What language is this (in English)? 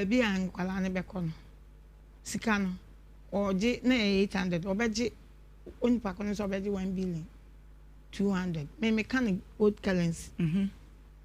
Akan